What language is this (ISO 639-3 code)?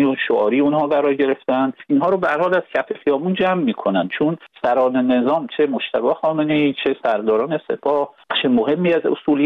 fas